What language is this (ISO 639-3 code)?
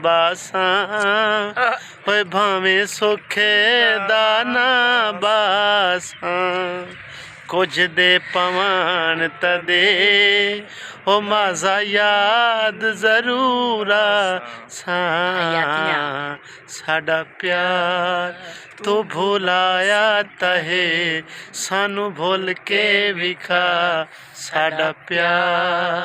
skr